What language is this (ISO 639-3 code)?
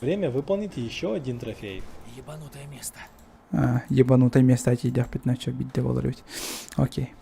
sah